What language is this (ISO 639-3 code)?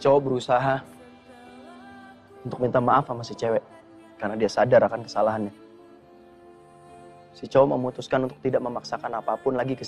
ind